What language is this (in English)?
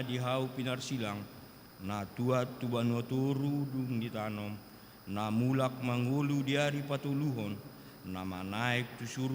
Batak Toba